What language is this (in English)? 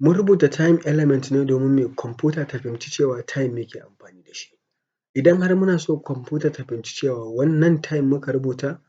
Hausa